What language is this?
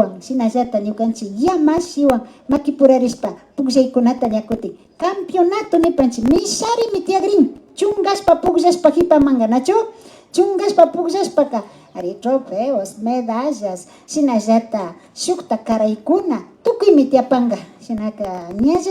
Imbabura Highland Quichua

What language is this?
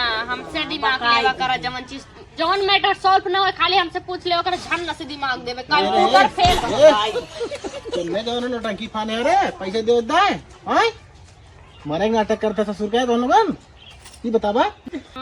Awadhi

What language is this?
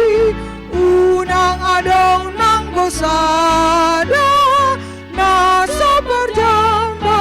Batak Toba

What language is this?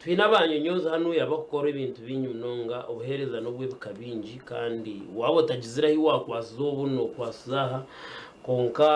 Nyankole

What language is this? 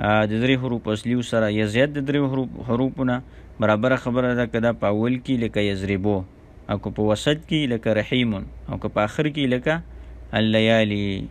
Pashto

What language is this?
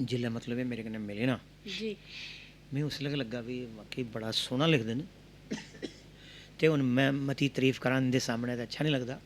Dogri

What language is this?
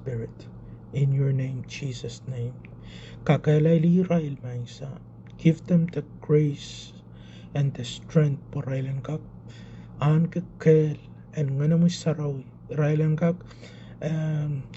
Pohnpeian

